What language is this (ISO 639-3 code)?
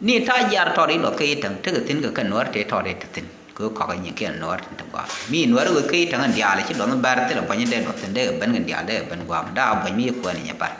nus